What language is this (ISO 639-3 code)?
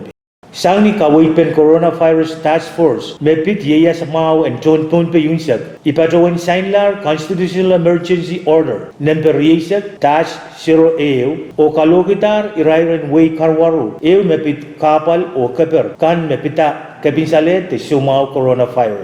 pon